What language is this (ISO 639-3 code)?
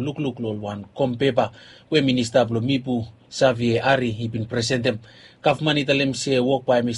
bis